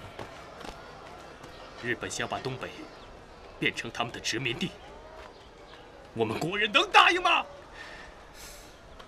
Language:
Chinese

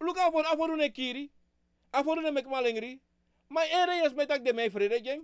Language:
Sranan Tongo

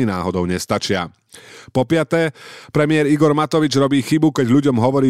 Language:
Slovak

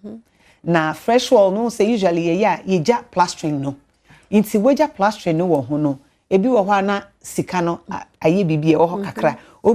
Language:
Akan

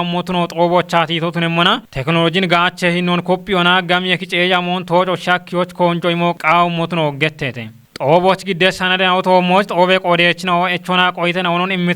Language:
Kafa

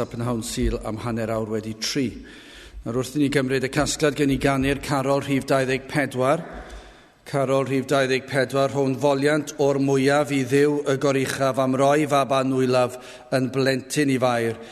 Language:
Welsh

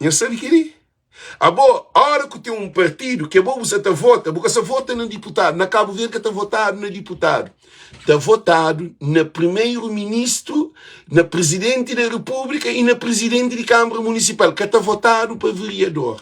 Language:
Kabuverdianu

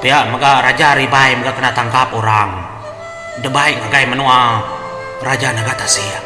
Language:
Iban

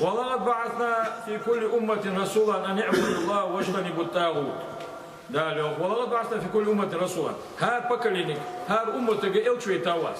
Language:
Ingush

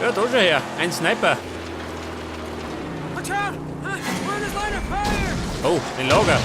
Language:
Bavarian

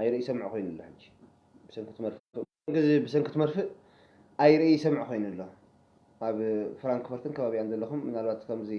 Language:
Tigrinya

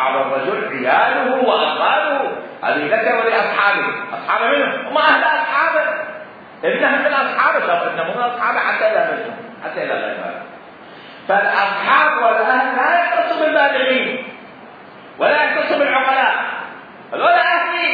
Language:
Mesopotamian Arabic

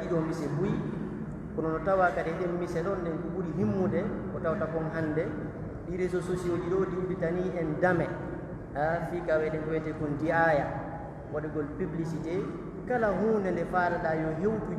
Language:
Pular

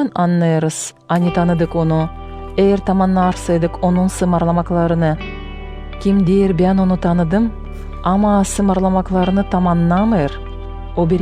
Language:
Gagauz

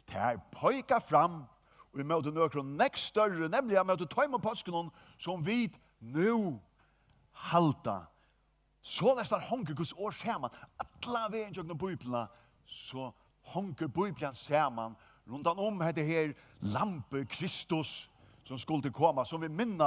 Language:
Faroese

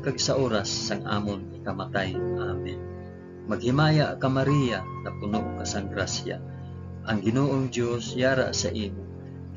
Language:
Hiligaynon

